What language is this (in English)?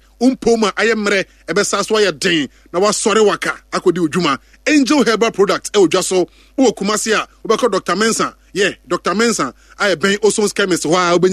Akan